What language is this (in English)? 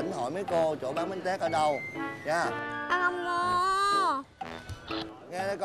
Vietnamese